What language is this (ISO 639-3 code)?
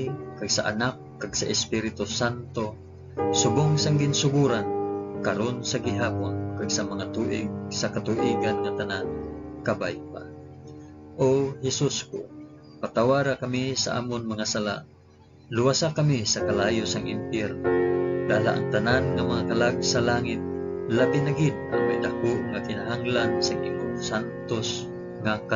hil